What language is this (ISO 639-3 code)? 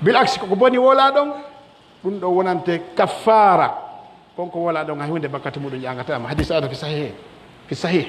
fuf